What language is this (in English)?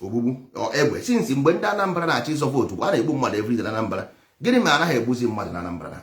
Igbo